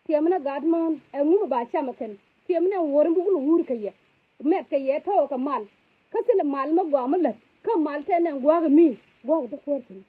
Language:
Nuer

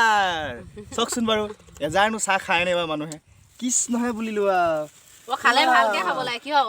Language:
Assamese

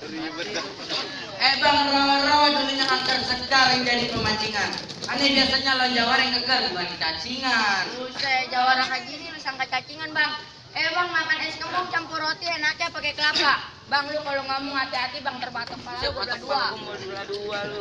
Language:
Betawi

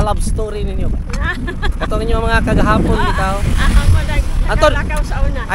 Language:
Cebuano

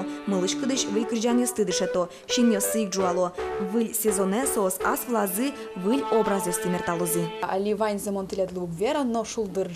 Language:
Udmurt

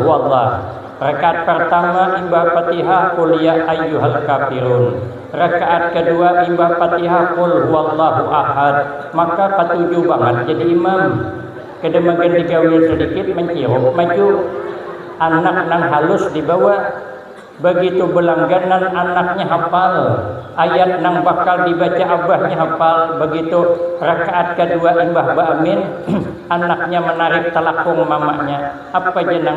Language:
Banjar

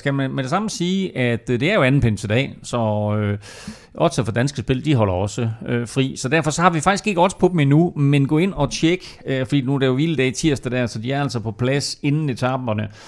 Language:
Danish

